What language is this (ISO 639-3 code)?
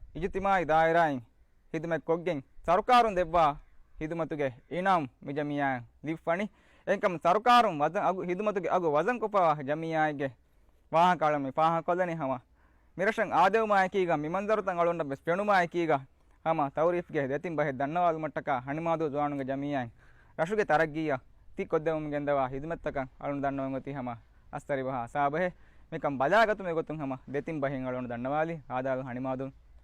div